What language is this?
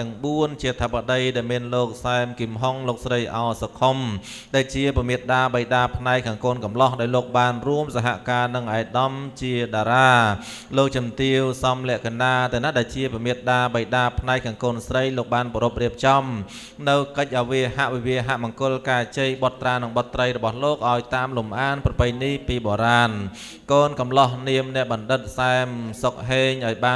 Khmer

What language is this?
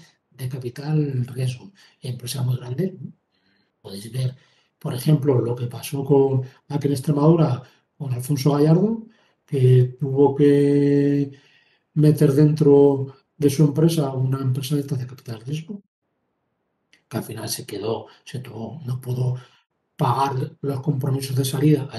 Spanish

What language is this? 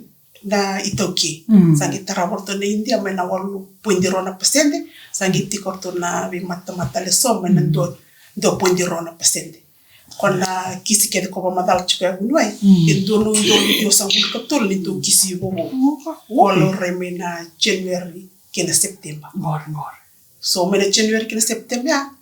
Fijian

